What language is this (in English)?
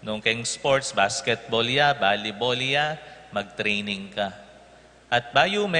Pampanga